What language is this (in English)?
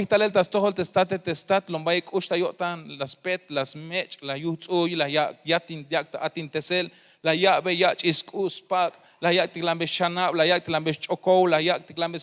Tzeltal